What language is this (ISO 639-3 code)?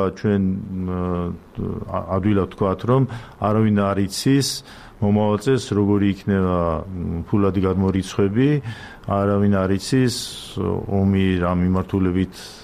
kat